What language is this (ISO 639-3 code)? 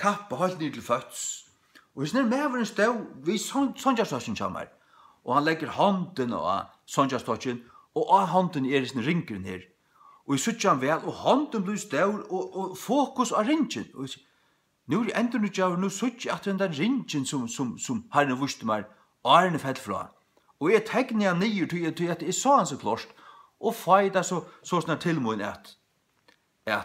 fao